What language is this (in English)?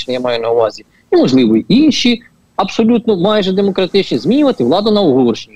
Ukrainian